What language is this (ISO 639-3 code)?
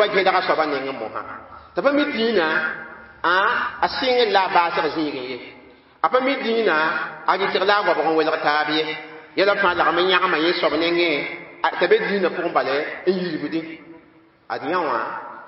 mos